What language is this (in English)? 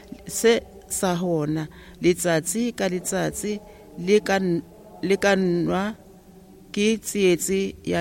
Southern Sotho